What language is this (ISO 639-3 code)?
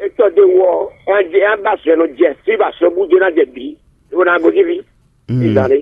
fon